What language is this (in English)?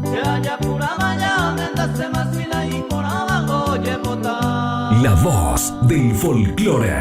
Guarani